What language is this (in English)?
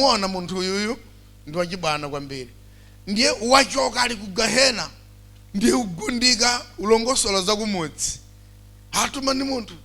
Nyanja